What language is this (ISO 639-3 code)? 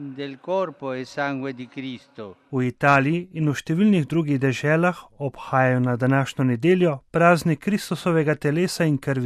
slv